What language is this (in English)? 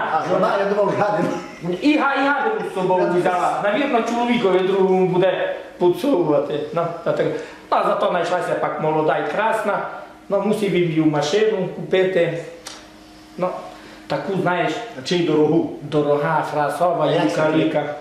Rusyn